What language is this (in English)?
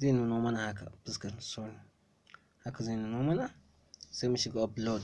Hausa